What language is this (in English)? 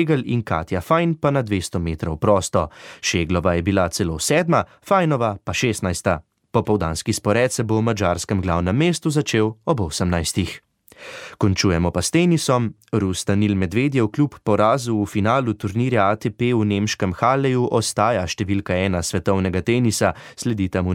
Slovenian